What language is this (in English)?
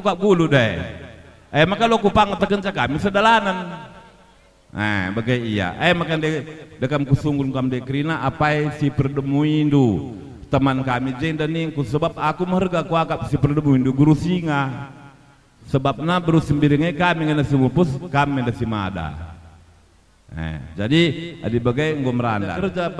Batak Karo